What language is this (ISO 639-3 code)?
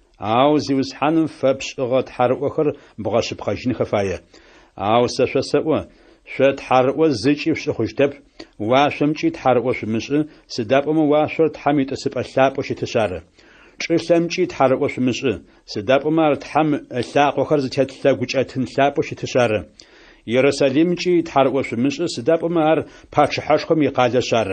ady